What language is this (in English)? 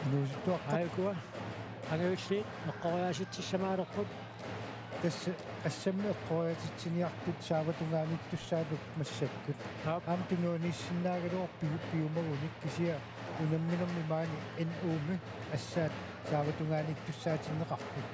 Kalaallisut